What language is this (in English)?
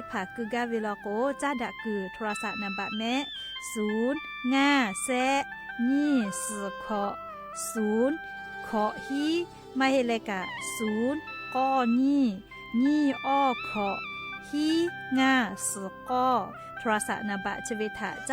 Lahu